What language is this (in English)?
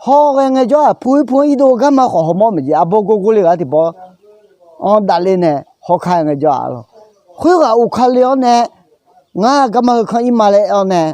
Akha